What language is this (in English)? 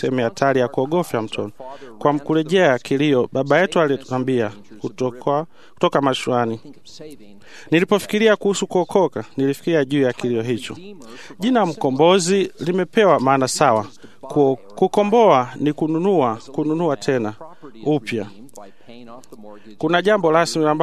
Swahili